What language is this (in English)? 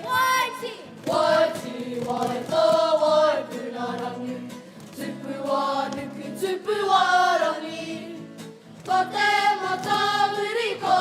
Māori